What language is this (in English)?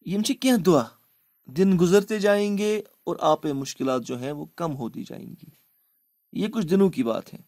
Kashmiri